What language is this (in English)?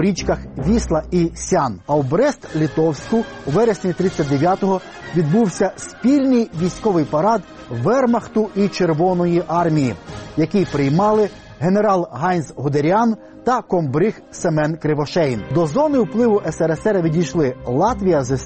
Ukrainian